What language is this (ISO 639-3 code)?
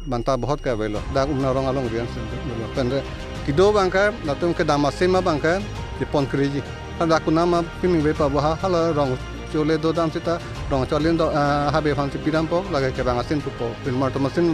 mjw